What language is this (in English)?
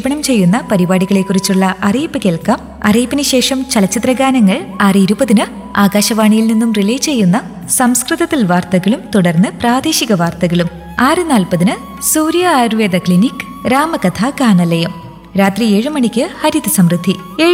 Malayalam